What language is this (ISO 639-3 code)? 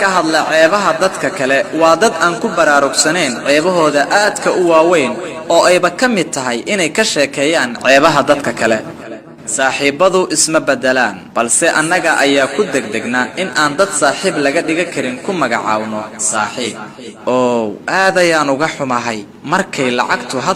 som